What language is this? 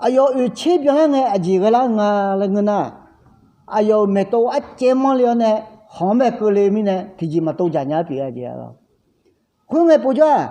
Akha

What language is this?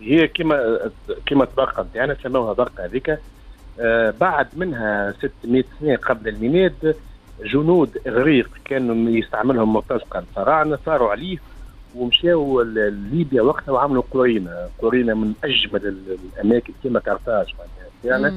Tunisian Arabic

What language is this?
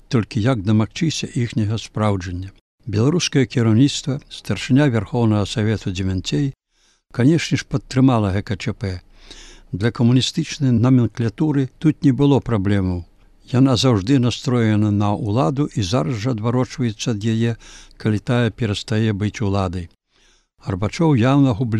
Belarusian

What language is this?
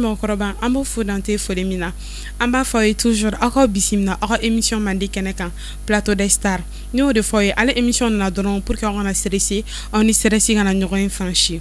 Bambara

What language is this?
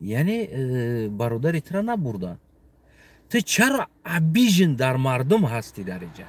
Tajik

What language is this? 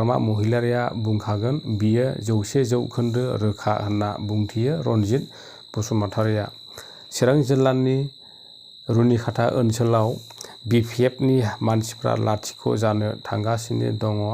Bodo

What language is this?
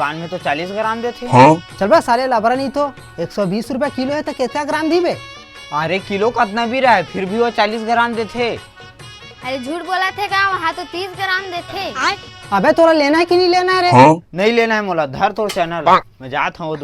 Chhattisgarhi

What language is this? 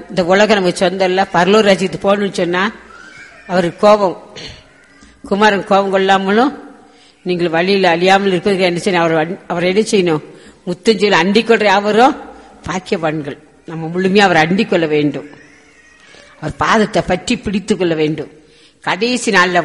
Tamil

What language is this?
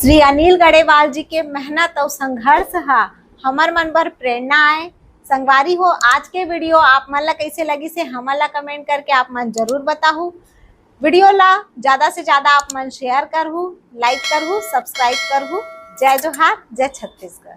Chhattisgarhi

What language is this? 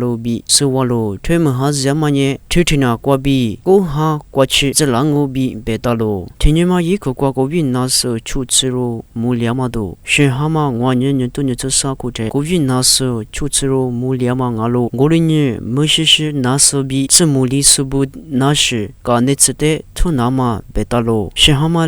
Lisu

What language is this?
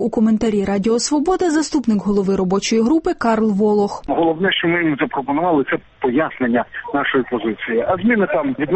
Ukrainian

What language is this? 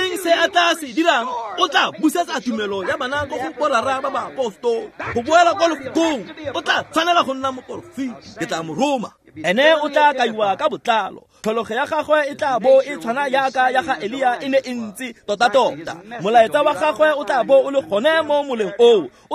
Tswana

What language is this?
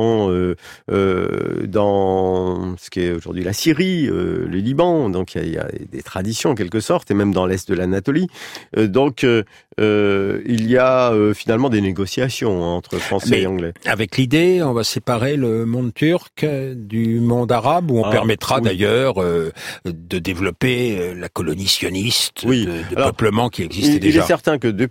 French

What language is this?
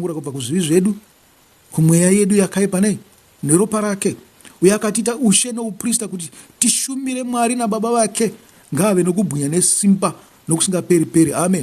Shona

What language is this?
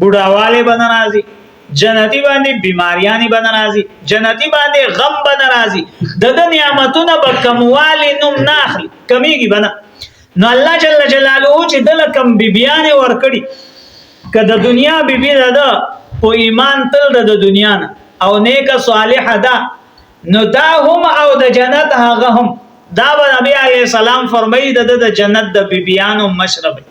Pashto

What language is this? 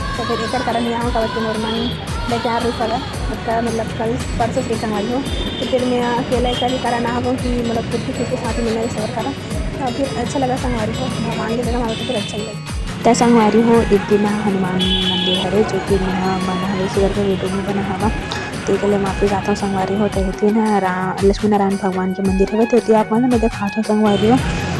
Chhattisgarhi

